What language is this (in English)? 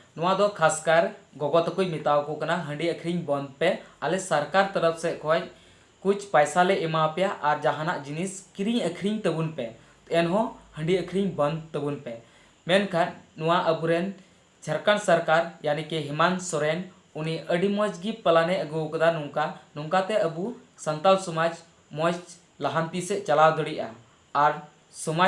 Santali